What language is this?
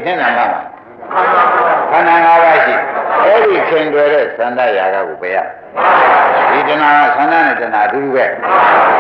Burmese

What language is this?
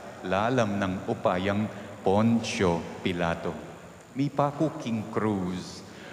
Pampanga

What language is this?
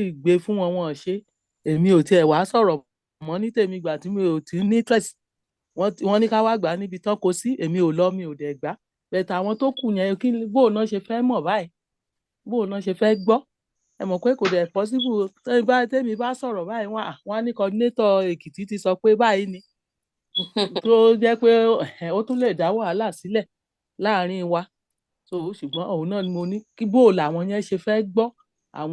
Yoruba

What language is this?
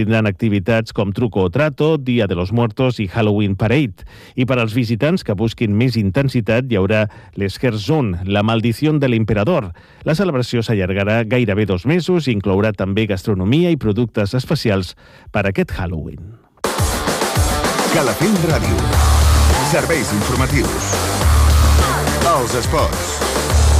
Catalan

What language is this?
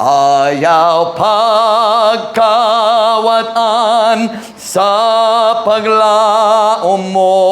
Cebuano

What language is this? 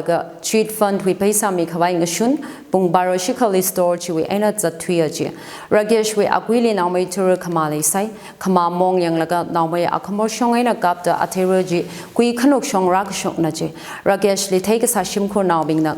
Tangkhul Naga (India)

